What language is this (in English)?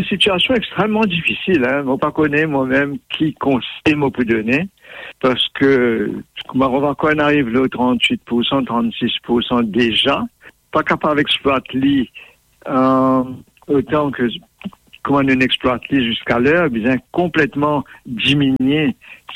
Morisyen